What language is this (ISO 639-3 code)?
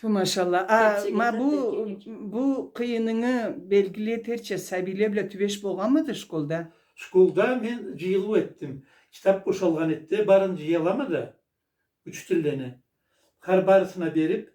krc